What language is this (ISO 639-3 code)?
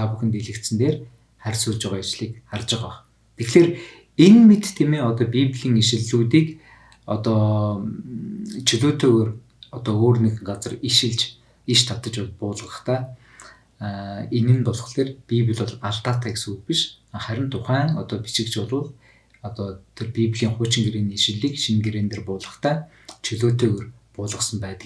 mon